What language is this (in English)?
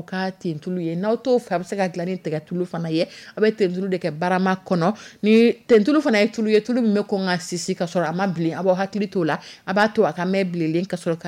Dyula